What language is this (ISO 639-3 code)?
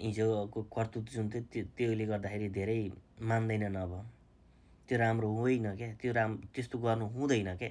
nep